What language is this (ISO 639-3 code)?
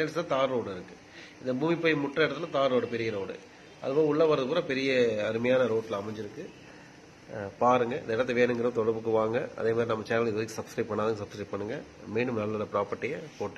tam